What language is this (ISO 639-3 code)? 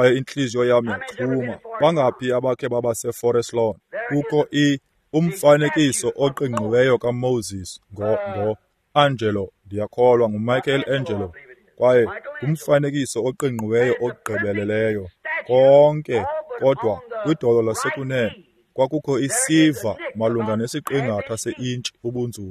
xho